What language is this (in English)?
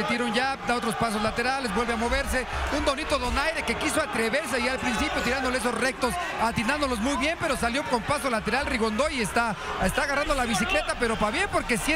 Spanish